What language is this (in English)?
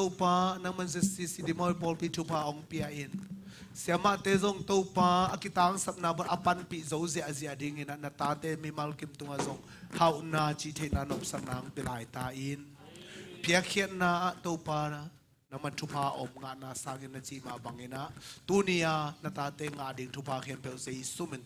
Tedim Chin